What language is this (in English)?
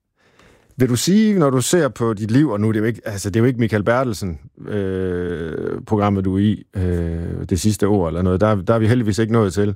Danish